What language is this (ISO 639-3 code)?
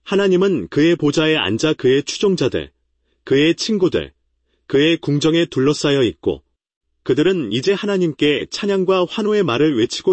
kor